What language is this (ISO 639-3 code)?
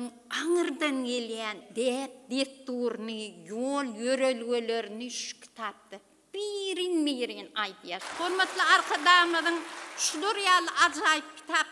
tuk